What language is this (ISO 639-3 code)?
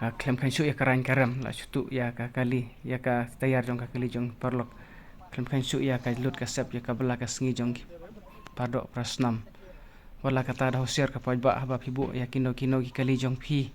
kha